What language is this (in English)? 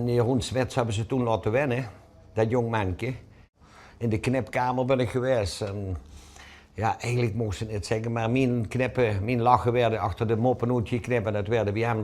Limburgish